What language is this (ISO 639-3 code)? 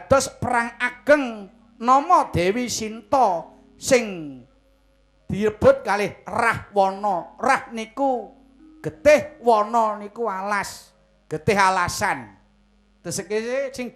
jav